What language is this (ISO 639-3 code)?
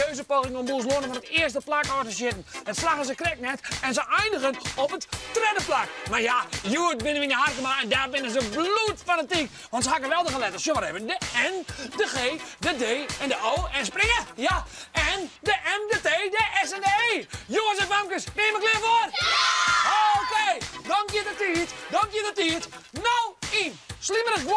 fry